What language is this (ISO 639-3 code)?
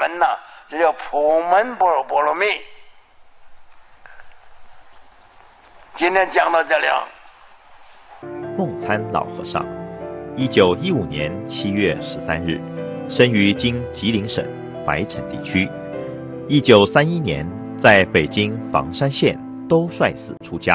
zho